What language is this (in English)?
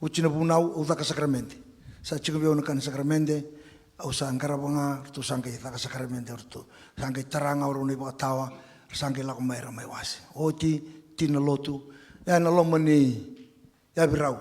Fijian